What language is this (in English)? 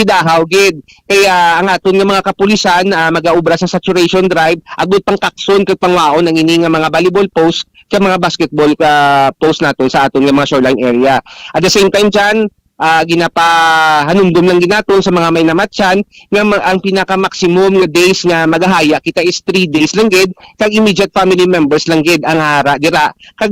Hiligaynon